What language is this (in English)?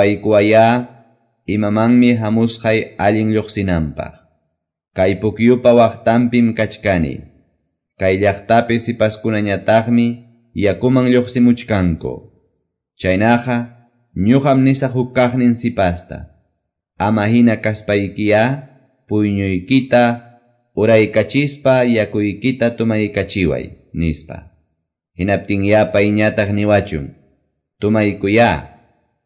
Quechua